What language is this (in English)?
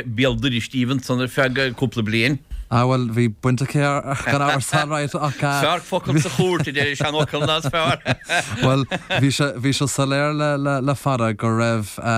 Irish